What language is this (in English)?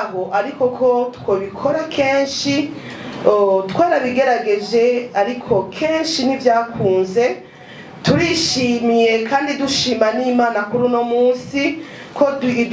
Rundi